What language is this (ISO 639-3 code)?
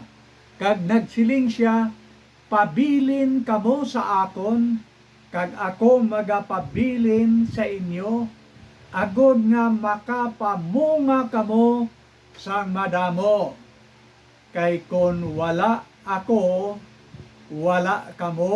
hil